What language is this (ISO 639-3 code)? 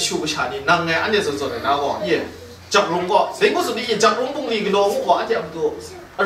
kac